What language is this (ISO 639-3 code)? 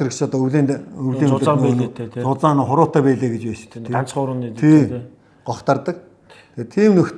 mon